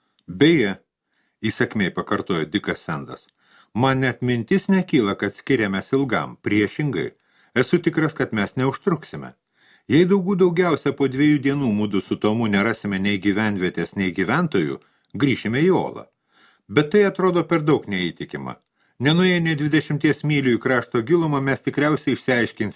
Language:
Lithuanian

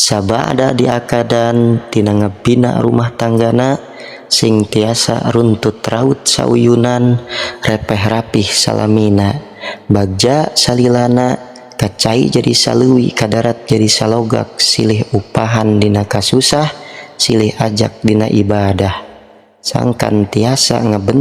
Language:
Sundanese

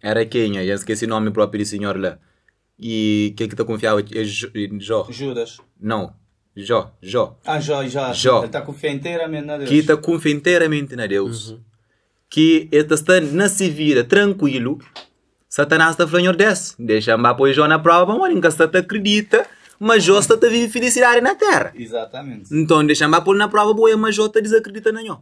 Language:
Kabuverdianu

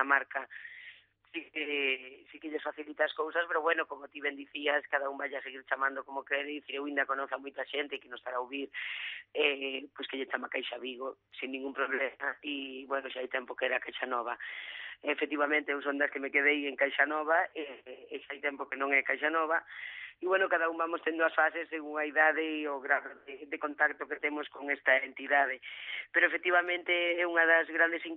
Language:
Galician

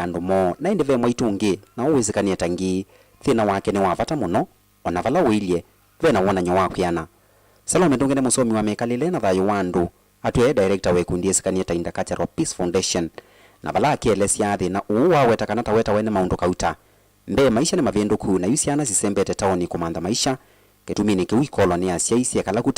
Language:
Kamba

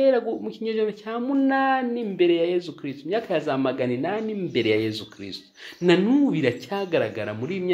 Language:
Kinyarwanda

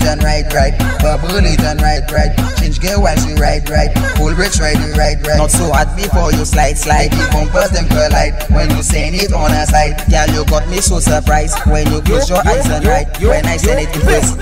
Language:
English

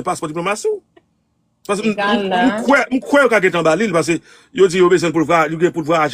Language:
Haitian Creole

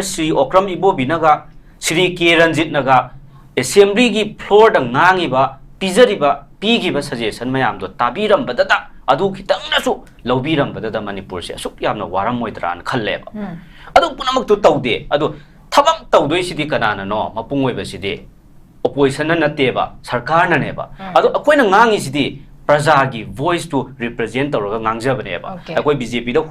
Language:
Manipuri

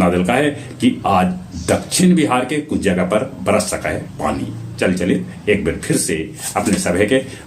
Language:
Magahi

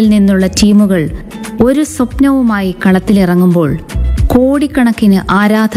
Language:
Malayalam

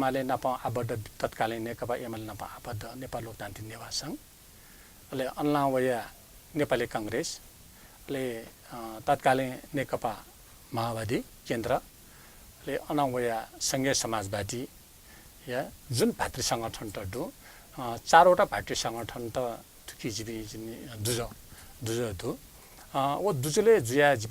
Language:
Newari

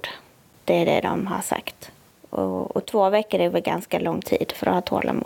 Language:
Swedish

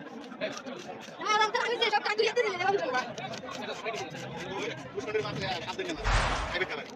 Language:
Bangla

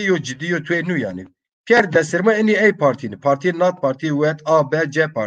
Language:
Zaza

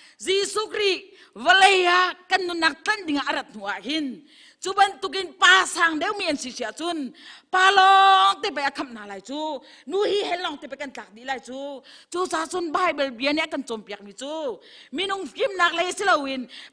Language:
Hakha Chin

